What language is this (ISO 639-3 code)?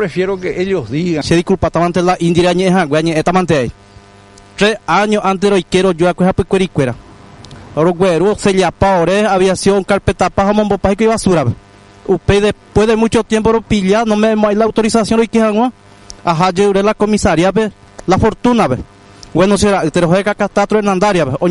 grn